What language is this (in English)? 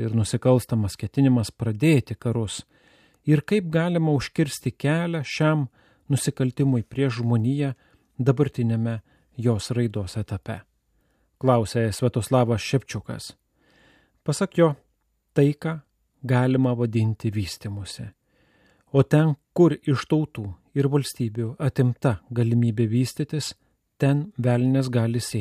Lithuanian